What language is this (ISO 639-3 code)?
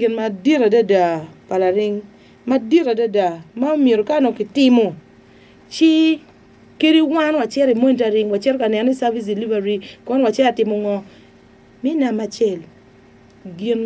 ach